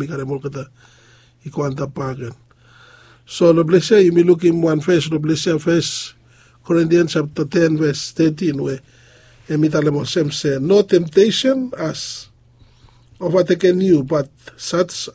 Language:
Bislama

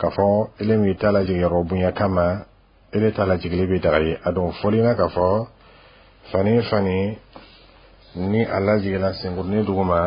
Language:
Dyula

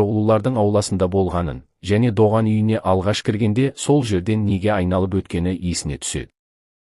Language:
Kazakh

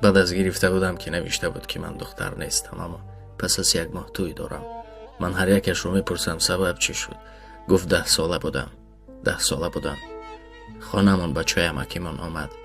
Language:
Tajik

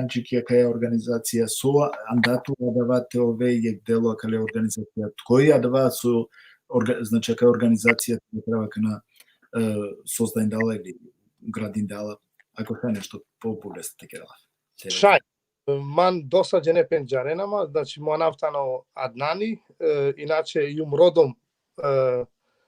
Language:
Balkan Romani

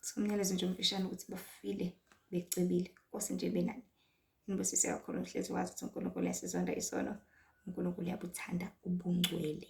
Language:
Zulu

